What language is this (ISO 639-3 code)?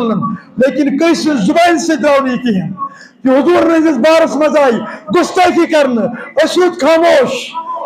kas